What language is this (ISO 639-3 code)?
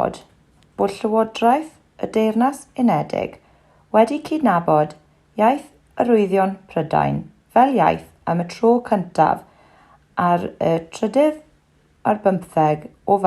cym